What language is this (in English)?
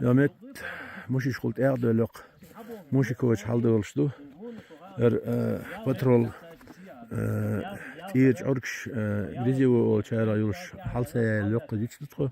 Chechen